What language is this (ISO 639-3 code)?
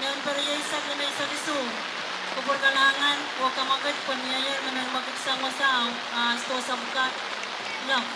pon